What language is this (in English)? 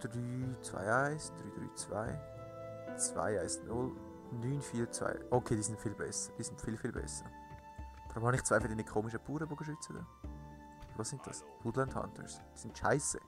Swiss German